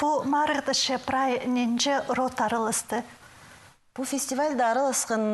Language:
Khakas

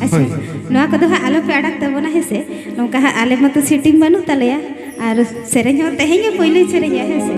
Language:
Santali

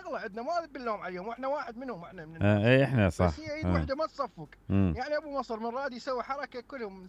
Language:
Mesopotamian Arabic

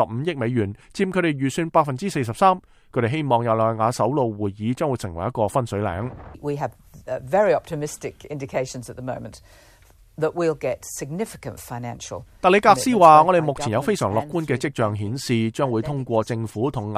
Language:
Cantonese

